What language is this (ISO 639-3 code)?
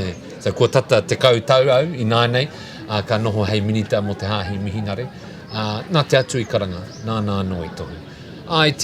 mri